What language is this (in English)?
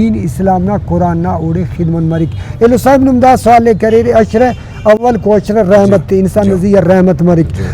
Brahui